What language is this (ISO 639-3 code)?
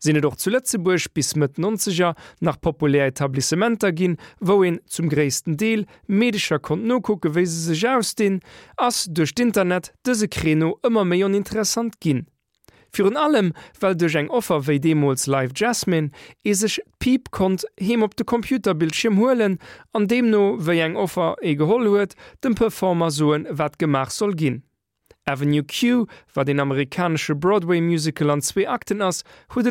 ltz